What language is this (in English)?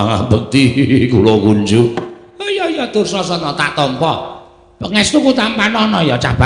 Javanese